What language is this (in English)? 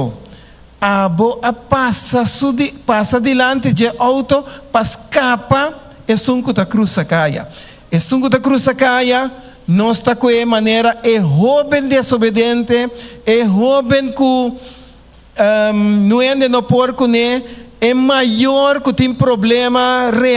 Papiamento